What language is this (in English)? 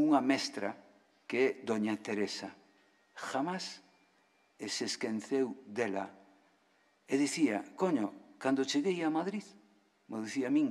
Galician